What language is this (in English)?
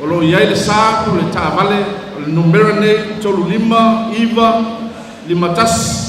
Samoan